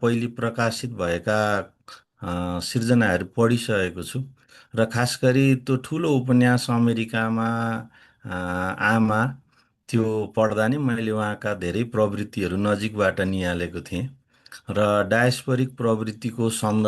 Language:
Nepali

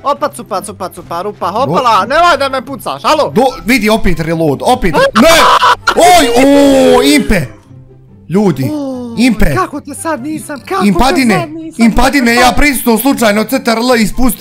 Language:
Bosnian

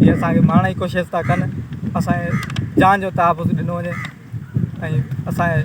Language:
Sindhi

